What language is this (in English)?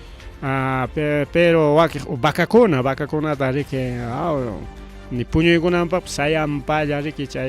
Ayacucho Quechua